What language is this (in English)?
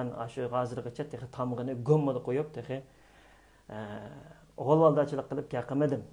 Uyghur